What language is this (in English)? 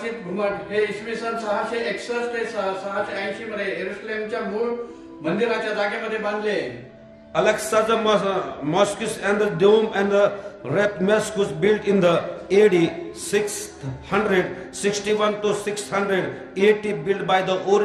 Marathi